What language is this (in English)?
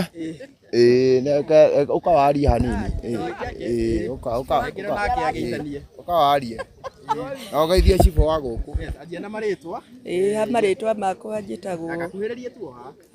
Kikuyu